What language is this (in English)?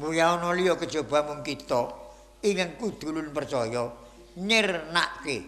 Javanese